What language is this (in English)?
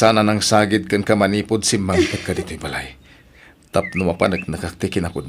Iloko